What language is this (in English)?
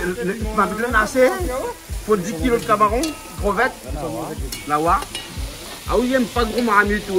Réunion Creole French